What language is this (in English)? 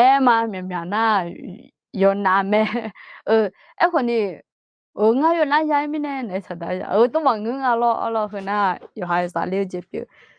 Akha